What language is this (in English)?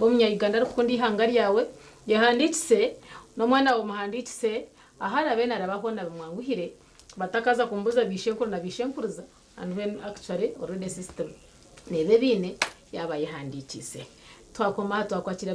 Nyankole